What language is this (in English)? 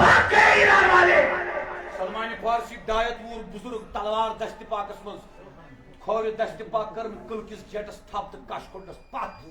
Kashmiri